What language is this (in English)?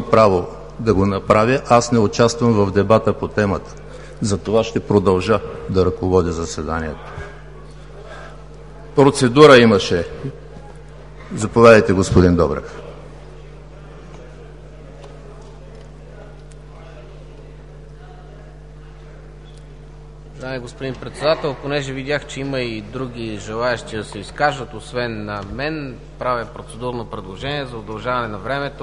Bulgarian